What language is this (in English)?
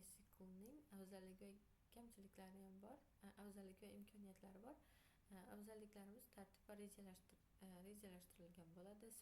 Uzbek